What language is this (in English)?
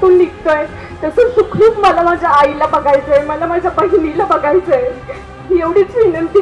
Marathi